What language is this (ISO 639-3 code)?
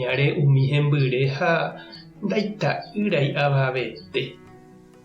grn